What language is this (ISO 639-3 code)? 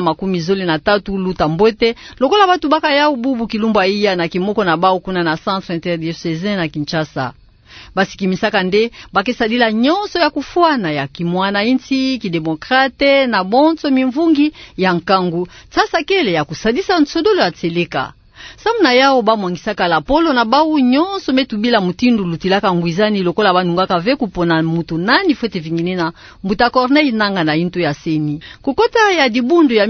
ktu